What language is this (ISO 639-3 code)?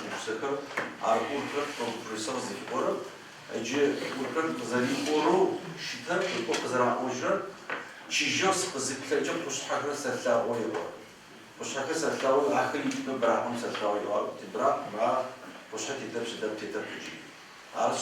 ady